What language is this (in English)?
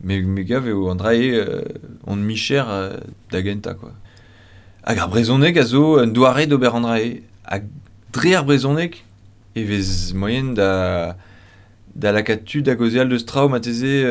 Breton